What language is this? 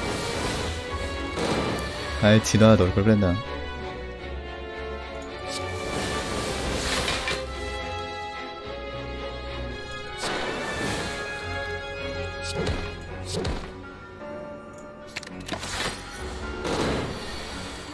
Korean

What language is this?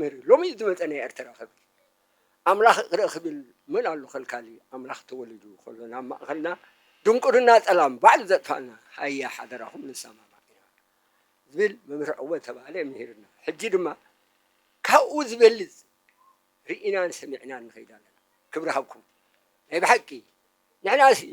Tigrinya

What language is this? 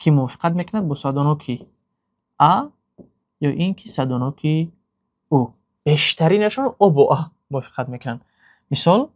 Tajik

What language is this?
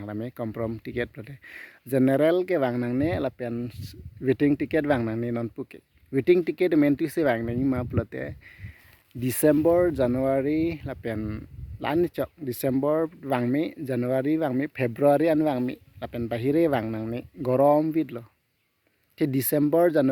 Karbi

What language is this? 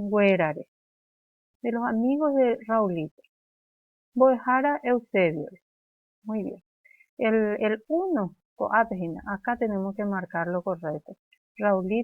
Guarani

